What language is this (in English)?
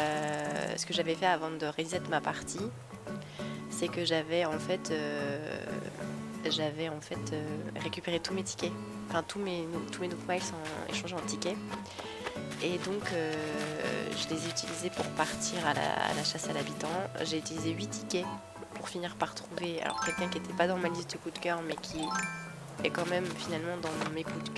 French